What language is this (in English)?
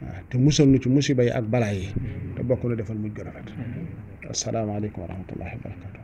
Wolof